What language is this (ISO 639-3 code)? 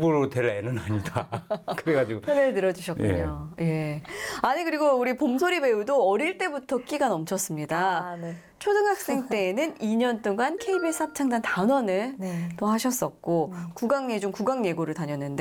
kor